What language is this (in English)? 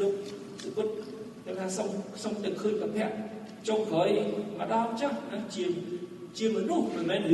Khmer